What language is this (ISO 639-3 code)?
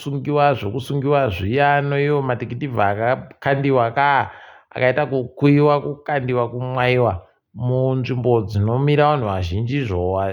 ndc